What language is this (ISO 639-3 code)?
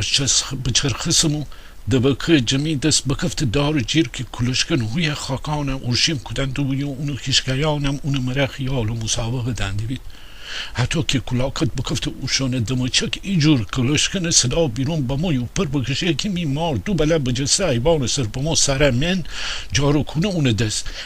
glk